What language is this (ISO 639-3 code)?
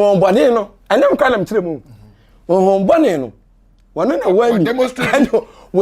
aka